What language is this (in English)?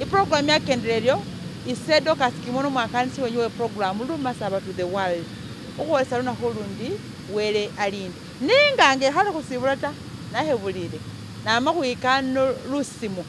Masaaba